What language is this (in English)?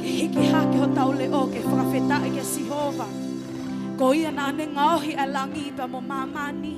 Tongan